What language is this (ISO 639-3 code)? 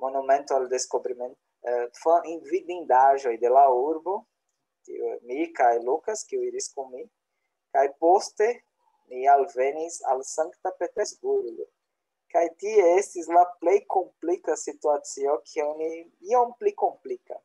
epo